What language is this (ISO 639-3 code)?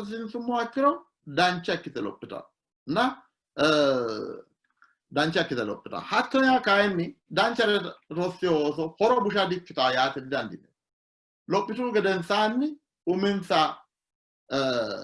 sid